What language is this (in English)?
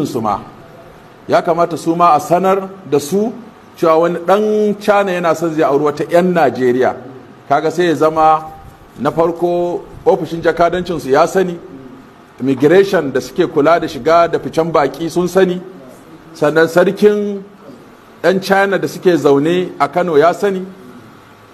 Hausa